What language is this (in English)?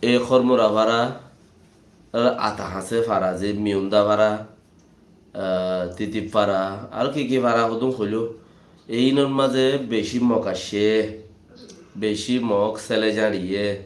Rohingya